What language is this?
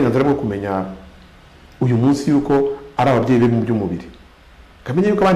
Kinyarwanda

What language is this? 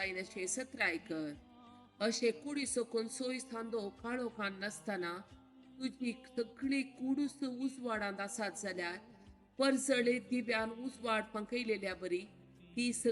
Konkani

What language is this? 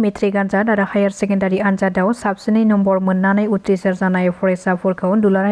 Bodo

